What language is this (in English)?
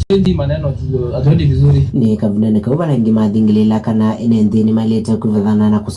Kamba